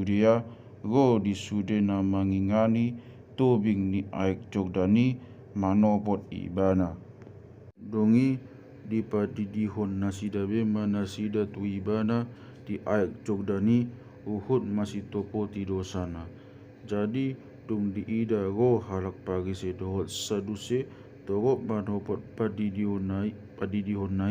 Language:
Batak Toba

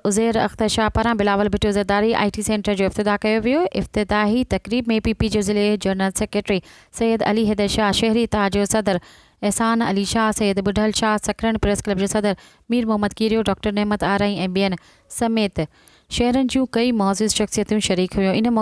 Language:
Sindhi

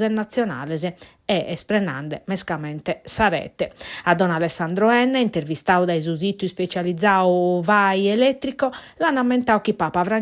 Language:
Sardinian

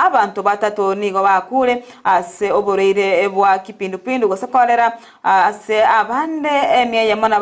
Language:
Gusii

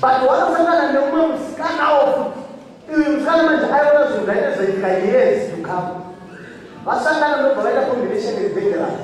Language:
Shona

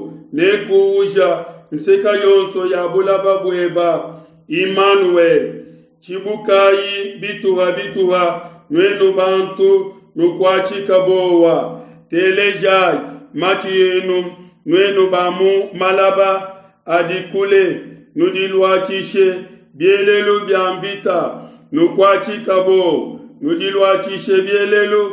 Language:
Luba-Lulua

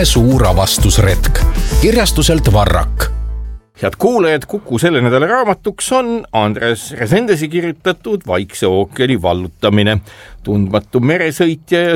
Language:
Estonian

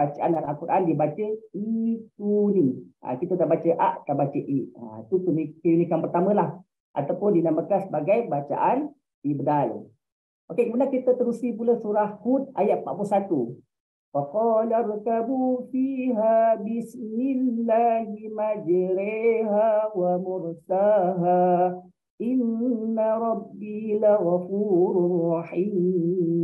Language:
Malay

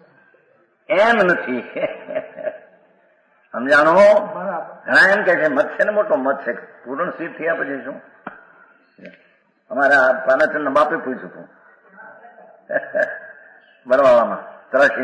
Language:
Gujarati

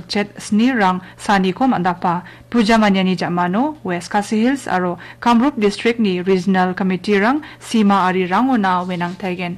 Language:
Garo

